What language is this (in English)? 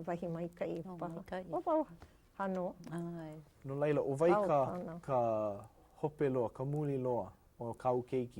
Hawaiian